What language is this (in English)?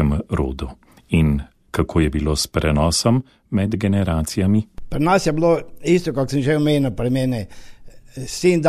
Slovenian